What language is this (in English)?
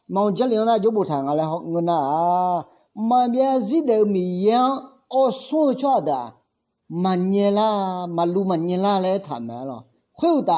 Akha